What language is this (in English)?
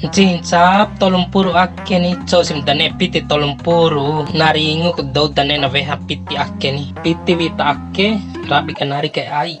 Bima